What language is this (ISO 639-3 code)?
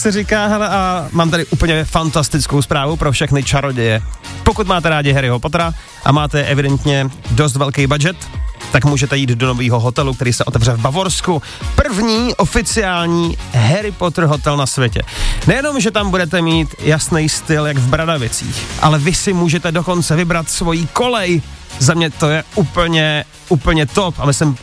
ces